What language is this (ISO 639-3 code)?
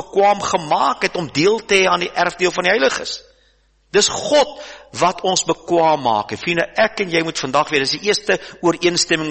afr